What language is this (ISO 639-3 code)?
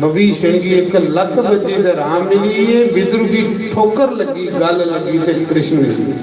doi